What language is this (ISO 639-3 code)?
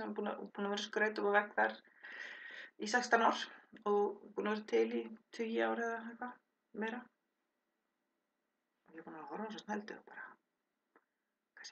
isl